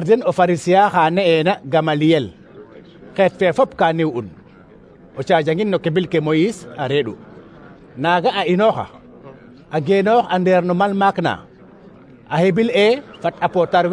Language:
Serer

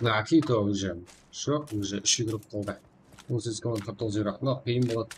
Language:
Kara-Kalpak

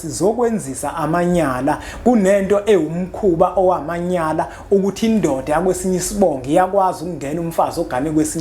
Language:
Zulu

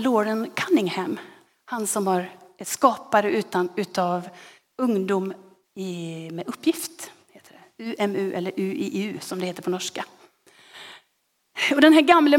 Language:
Swedish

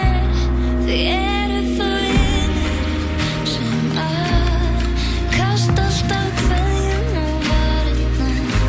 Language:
Icelandic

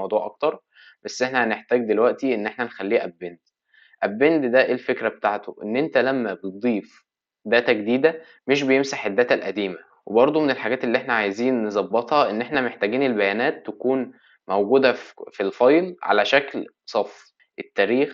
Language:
Egyptian Arabic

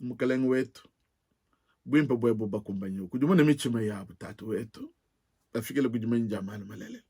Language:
Luba-Lulua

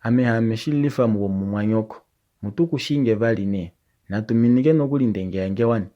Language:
Kuanyama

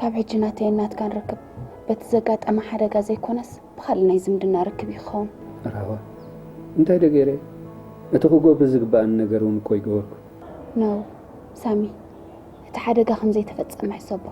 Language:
Tigrinya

